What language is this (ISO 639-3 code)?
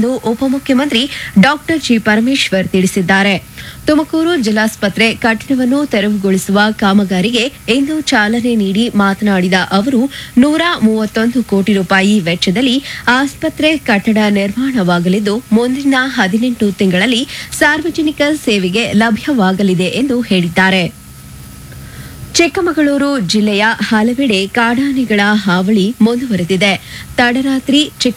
kan